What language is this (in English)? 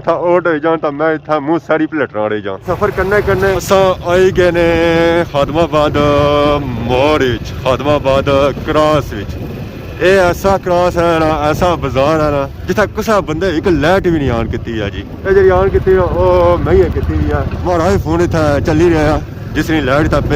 Pahari-Potwari